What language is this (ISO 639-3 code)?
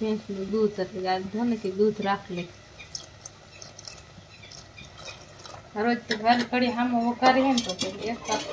guj